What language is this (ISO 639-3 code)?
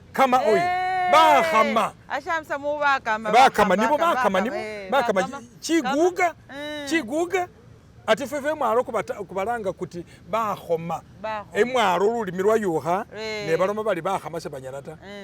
myx